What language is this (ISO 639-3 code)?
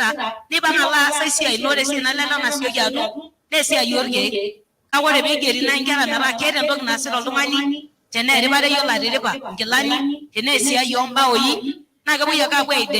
mas